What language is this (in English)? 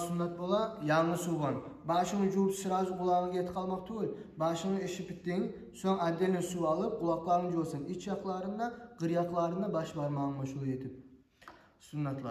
Kumyk